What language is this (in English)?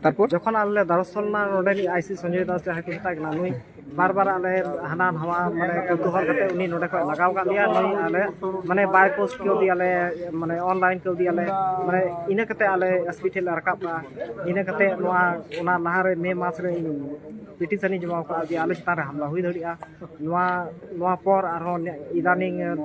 Santali